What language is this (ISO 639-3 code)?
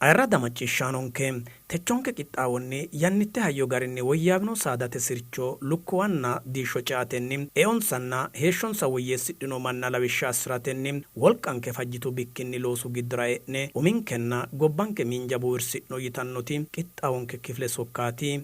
sid